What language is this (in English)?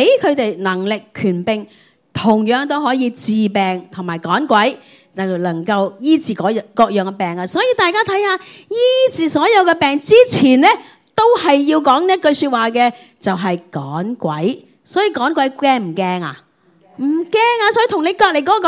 Cantonese